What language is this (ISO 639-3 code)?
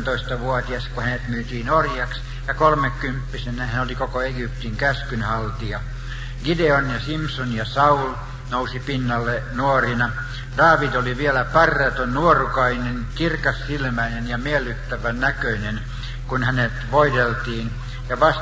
fin